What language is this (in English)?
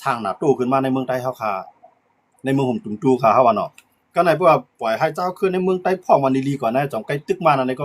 Shan